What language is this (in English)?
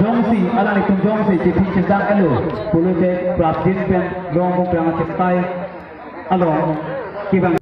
Karbi